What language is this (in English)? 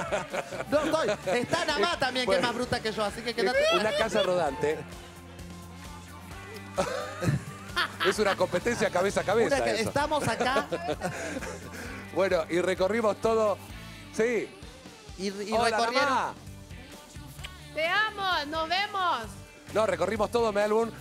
Spanish